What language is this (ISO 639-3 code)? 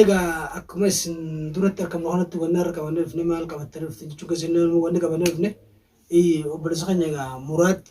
orm